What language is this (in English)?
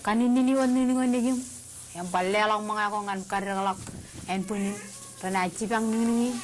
Marshallese